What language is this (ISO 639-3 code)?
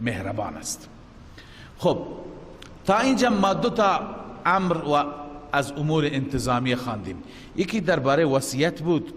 fas